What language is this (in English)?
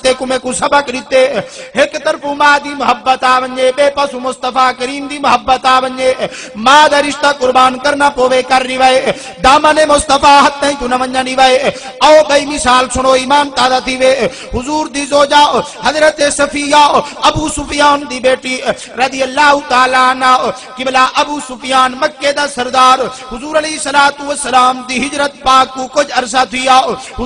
Saraiki